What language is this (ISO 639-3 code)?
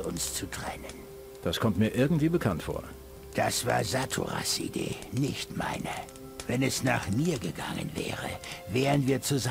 bar